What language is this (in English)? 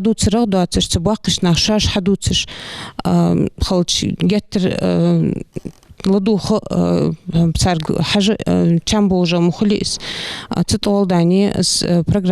Ingush